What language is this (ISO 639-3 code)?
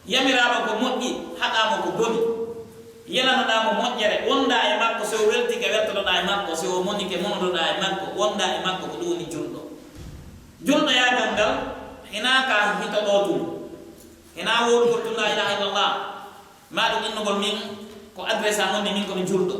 fuf